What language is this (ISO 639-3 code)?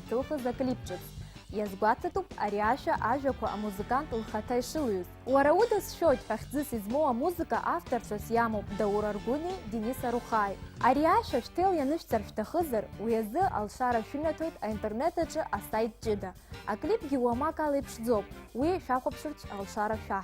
abk